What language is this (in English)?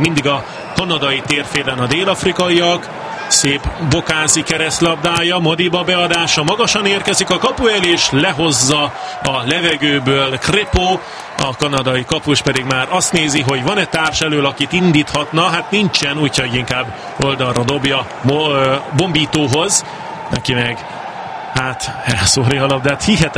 Hungarian